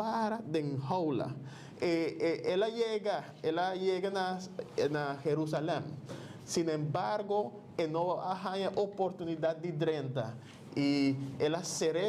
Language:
Papiamento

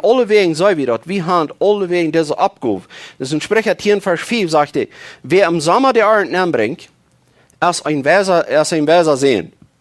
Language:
Plautdietsch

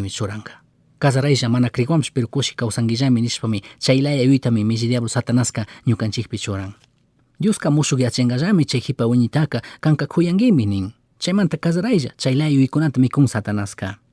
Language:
Chimborazo Highland Quichua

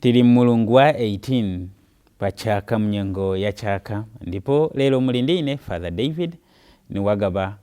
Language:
Nyanja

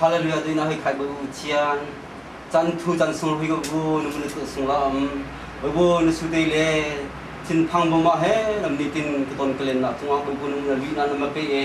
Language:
Hakha Chin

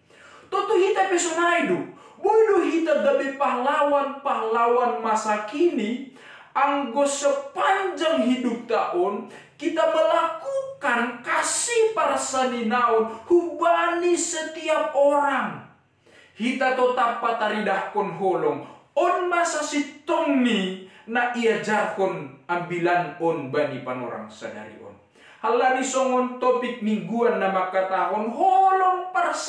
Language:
Batak Simalungun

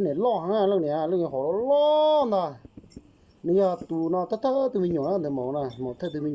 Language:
Hmong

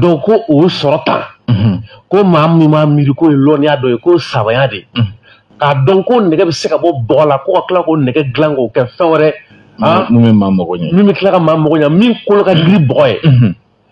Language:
Bambara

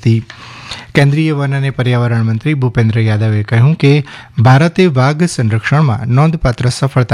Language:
Gujarati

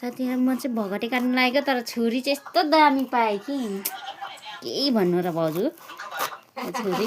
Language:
Nepali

